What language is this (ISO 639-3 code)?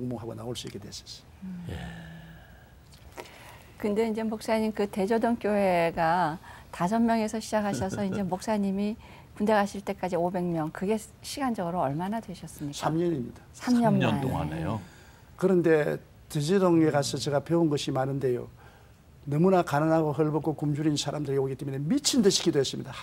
kor